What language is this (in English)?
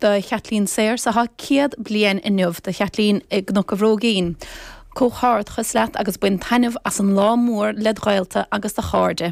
Irish